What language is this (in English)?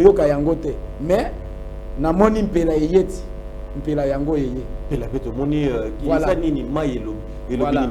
Lingala